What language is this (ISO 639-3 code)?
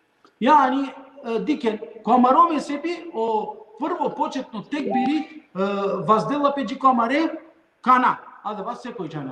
rmn